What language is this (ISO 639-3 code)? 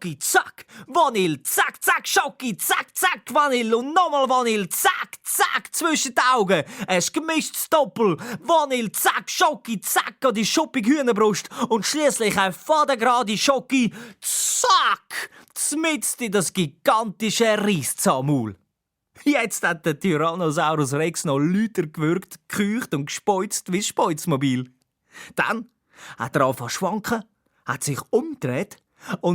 gsw